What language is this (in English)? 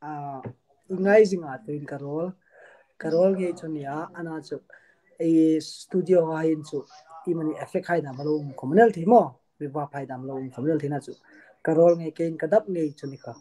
Hmar